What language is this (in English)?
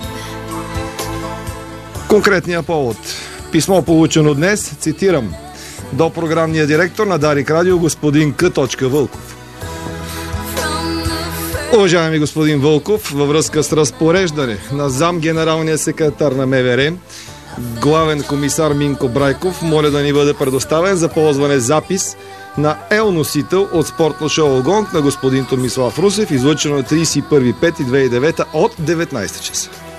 Bulgarian